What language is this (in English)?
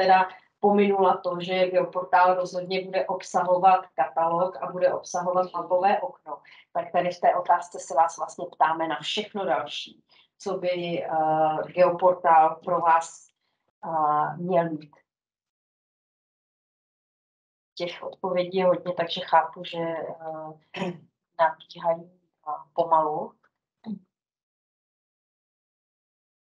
Czech